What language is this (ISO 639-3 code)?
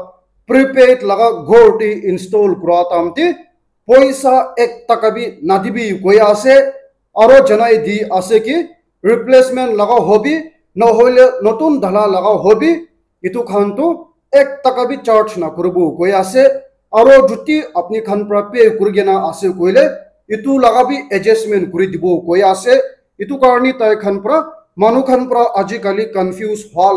nag